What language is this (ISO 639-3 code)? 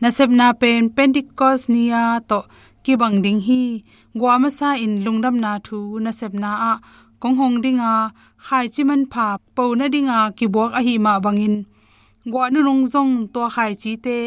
ctd